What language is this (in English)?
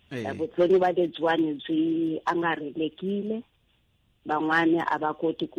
Tsonga